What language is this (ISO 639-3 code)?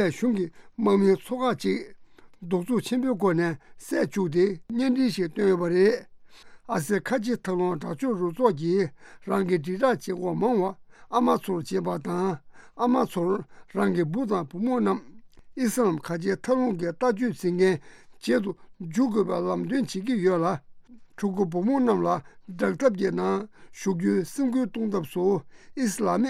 bod